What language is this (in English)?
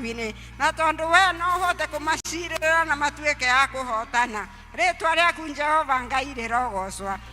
Kikuyu